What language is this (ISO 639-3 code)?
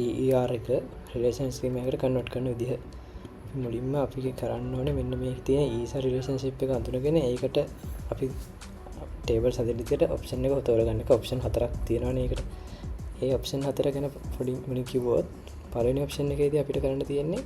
sin